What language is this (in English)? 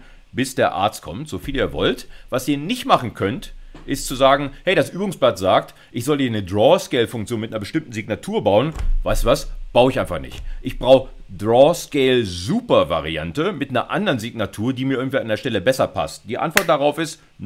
German